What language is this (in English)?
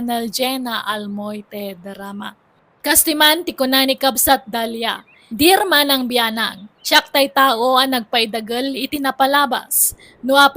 Iloko